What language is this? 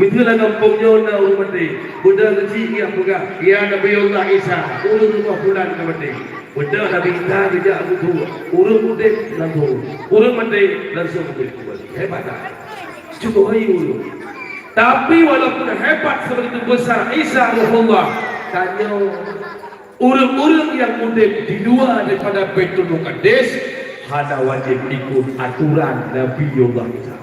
Achinese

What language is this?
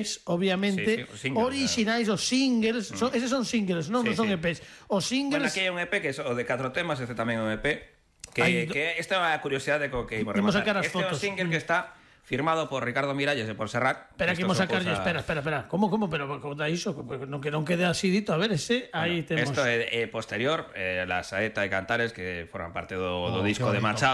Galician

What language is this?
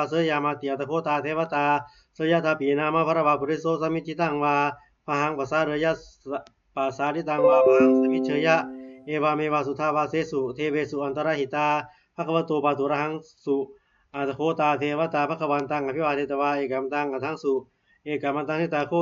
Pali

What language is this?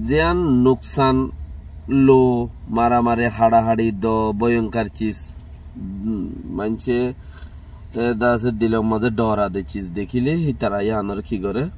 Rohingya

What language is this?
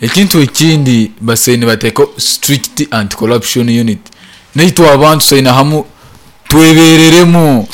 Nyankole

